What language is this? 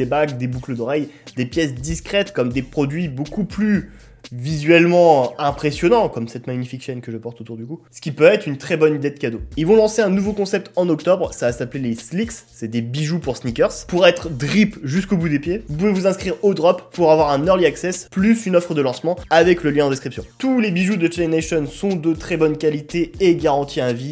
French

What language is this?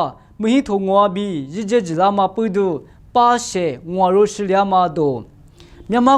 Lisu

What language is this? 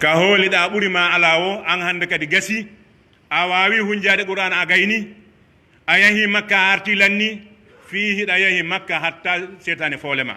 Pular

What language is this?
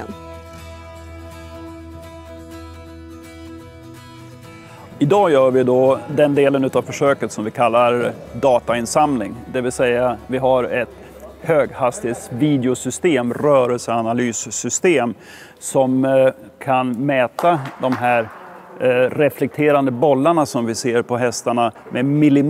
Swedish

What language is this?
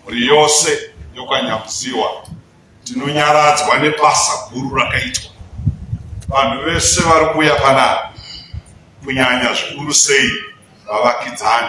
Shona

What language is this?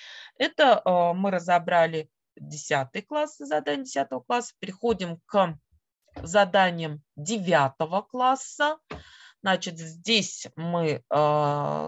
Russian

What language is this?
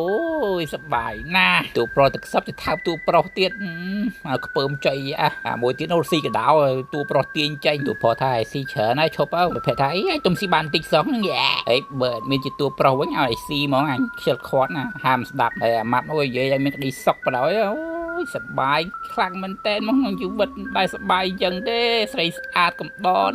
Khmer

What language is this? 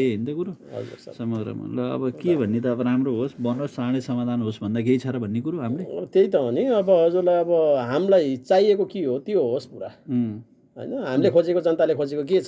Nepali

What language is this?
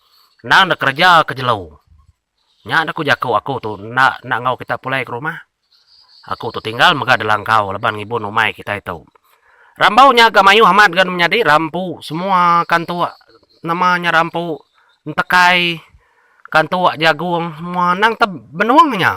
Iban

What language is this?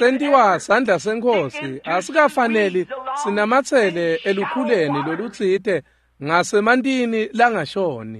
Swati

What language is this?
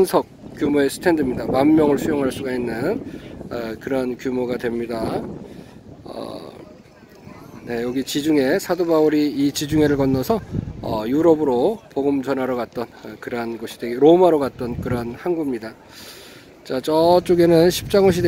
Korean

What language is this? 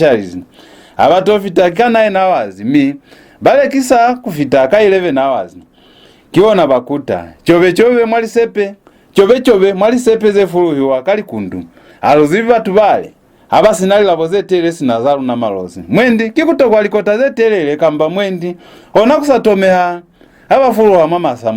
Lozi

